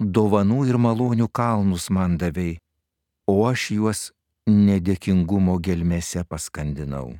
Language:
Lithuanian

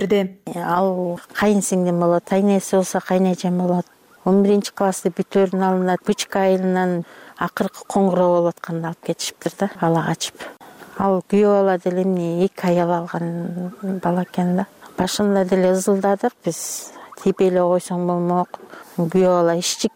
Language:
Kyrgyz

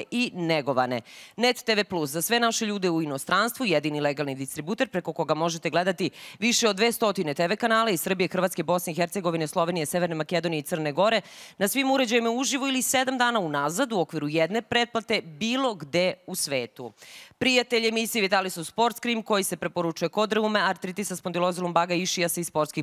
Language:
Serbian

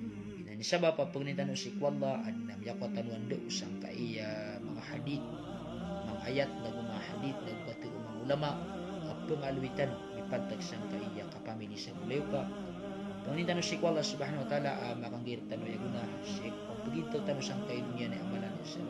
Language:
Maranao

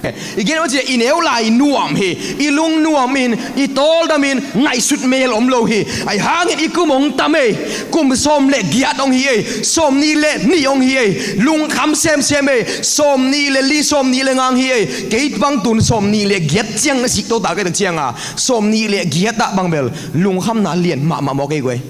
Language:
Tedim Chin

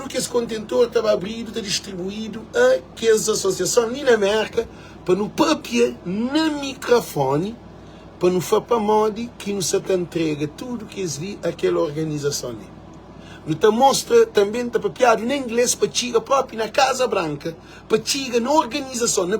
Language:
Kabuverdianu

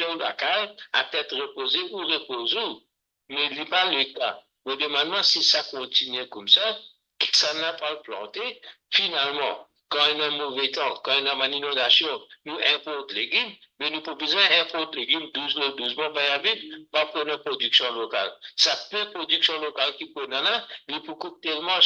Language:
Morisyen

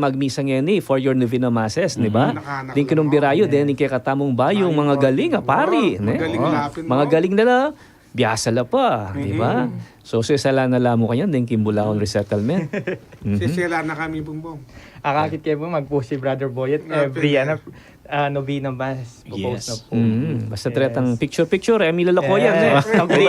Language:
Pampanga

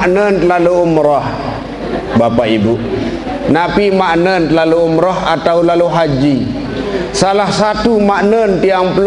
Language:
Sasak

